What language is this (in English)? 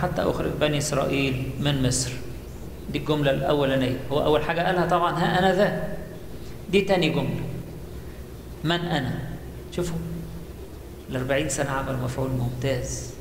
Egyptian Arabic